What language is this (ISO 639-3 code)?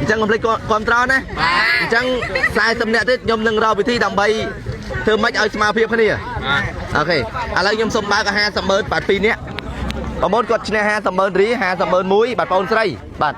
khm